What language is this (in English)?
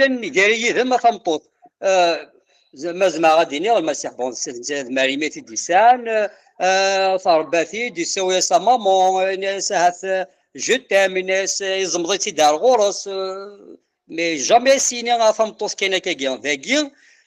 Kabyle